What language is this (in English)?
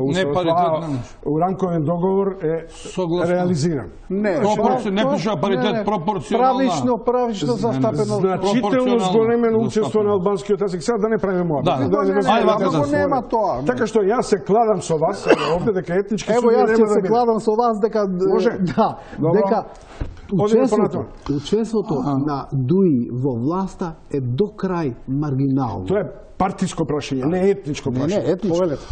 Macedonian